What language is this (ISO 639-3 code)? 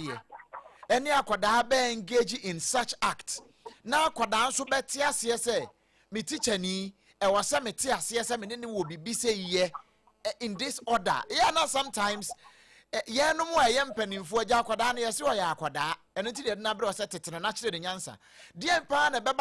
aka